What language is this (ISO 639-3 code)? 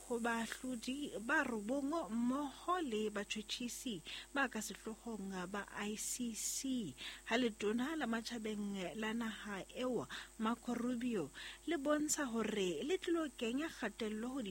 sot